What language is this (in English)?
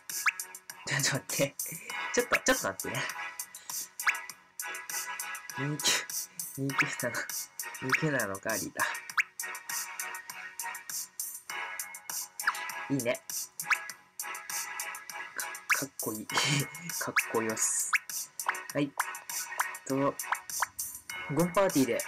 Japanese